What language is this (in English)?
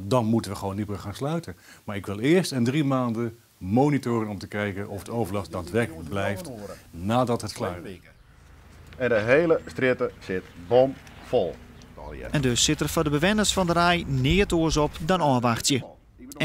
Western Frisian